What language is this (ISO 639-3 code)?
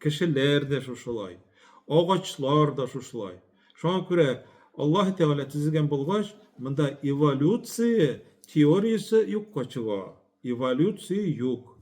tat